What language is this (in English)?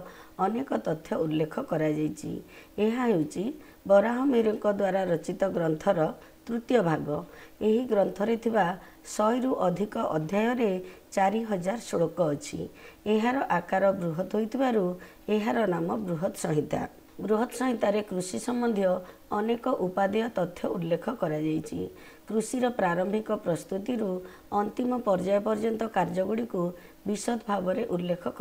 Odia